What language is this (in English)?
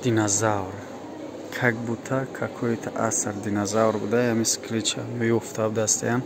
Tajik